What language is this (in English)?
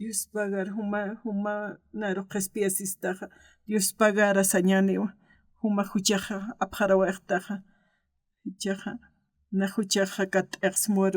Aymara